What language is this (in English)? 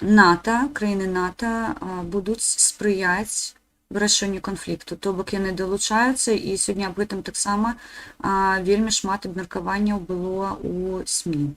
Belarusian